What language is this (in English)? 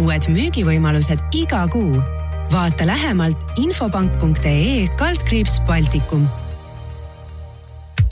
Estonian